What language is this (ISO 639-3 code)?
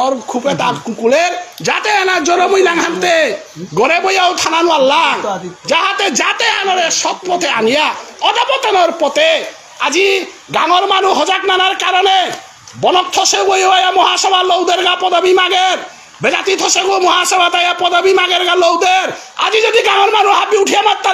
bpy